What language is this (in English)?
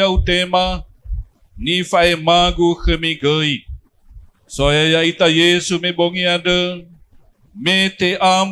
Nias